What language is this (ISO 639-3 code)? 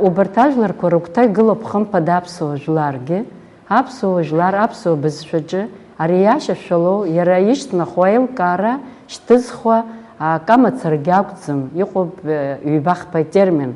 abk